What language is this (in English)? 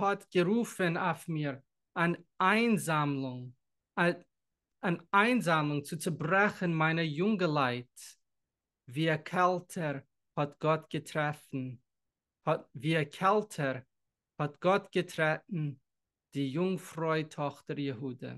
Yiddish